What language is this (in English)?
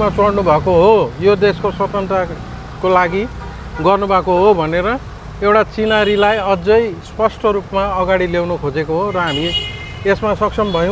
Nepali